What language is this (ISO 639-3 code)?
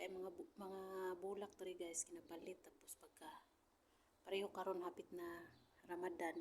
ceb